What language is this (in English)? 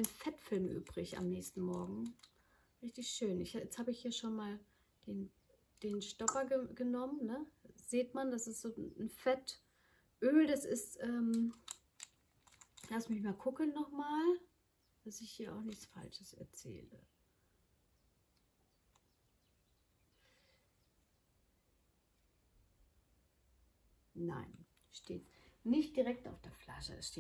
German